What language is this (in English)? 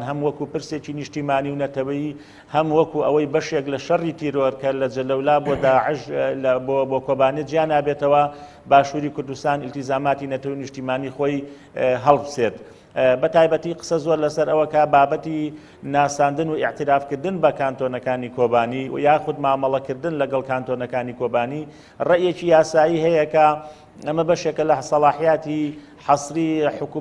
Central Kurdish